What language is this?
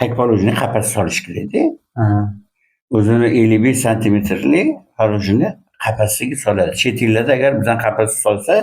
Uzbek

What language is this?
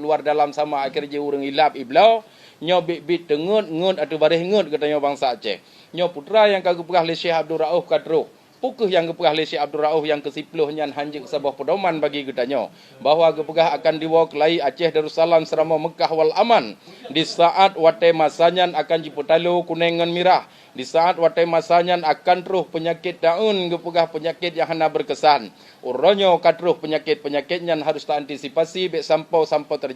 Achinese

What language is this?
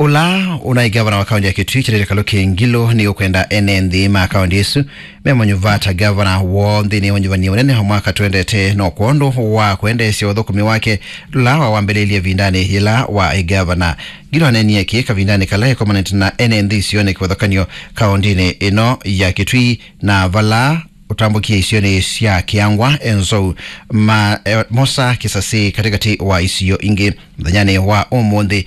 Kamba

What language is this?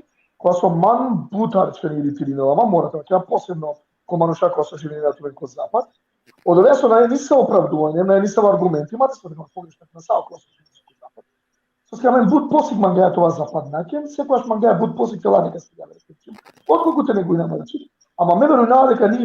Balkan Romani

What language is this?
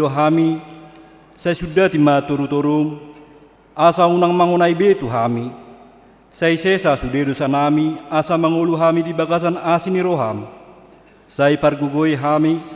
Batak Toba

